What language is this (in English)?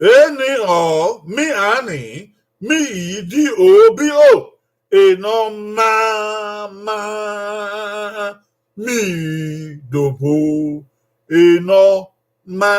Bini